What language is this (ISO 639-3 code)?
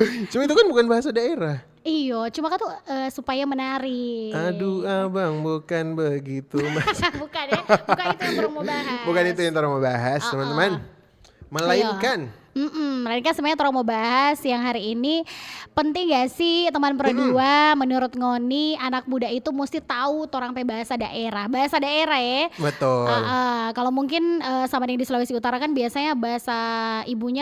xmm